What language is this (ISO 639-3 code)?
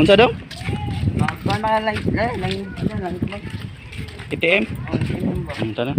ceb